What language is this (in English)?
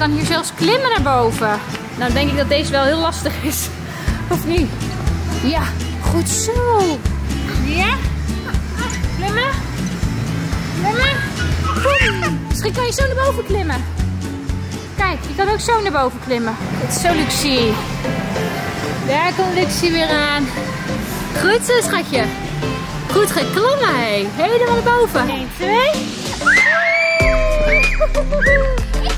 Dutch